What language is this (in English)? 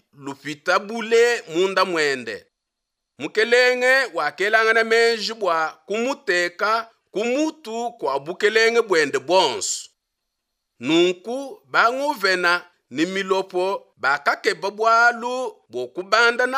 Luba-Lulua